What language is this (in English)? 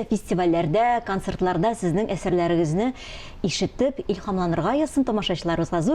Tatar